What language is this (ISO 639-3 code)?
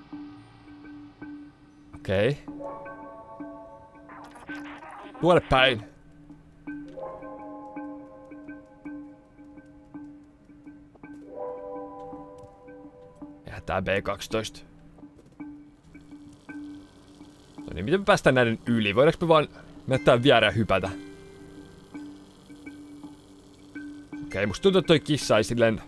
fin